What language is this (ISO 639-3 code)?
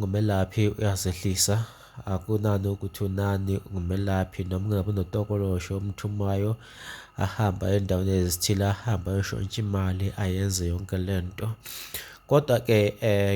zul